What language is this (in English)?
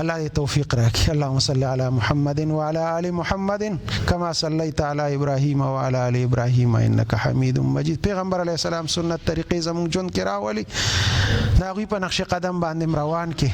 Pashto